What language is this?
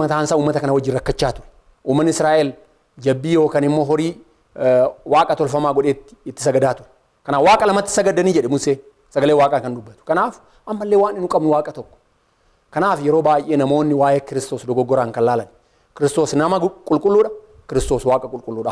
Oromo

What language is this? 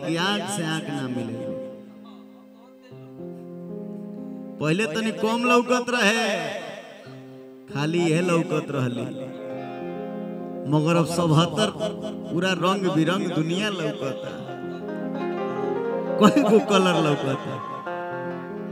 Bhojpuri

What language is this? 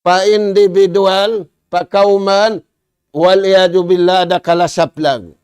Tausug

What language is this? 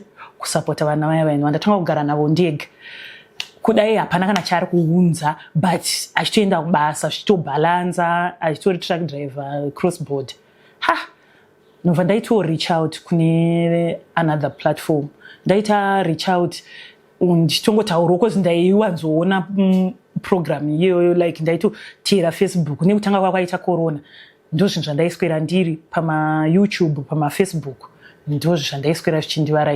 Shona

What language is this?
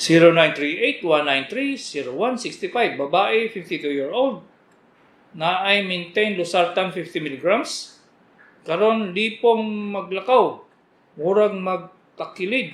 Cebuano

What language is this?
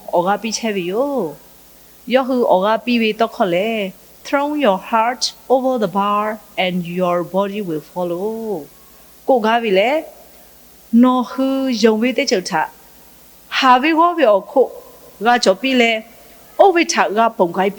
Lahu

